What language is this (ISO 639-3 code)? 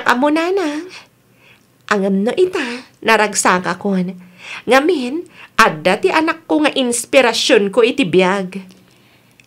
ilo